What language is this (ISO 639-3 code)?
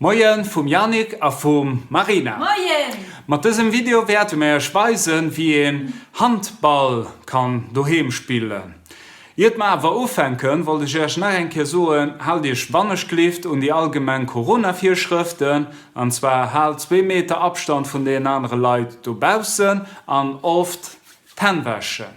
ltz